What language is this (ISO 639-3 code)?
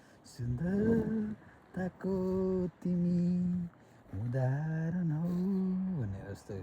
nep